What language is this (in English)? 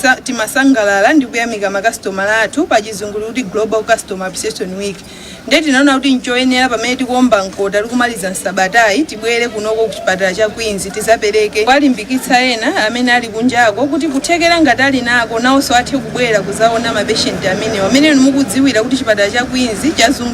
Nyanja